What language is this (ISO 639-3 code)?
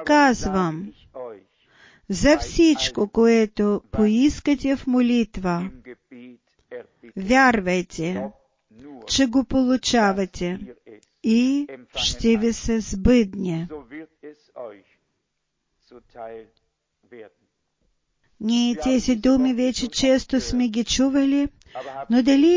bul